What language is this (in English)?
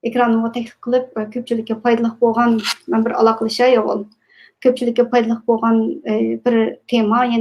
Uyghur